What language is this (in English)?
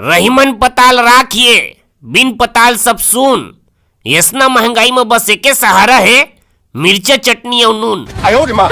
Chhattisgarhi